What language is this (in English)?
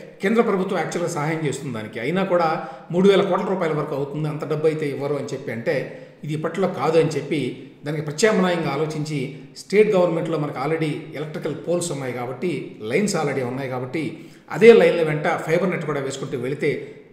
Telugu